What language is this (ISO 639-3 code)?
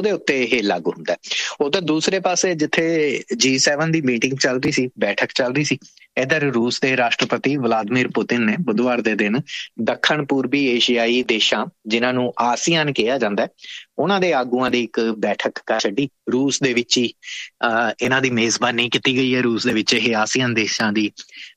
pan